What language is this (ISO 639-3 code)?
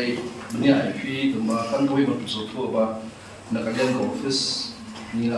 kha